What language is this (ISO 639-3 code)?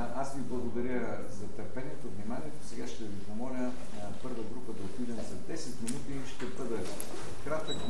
bul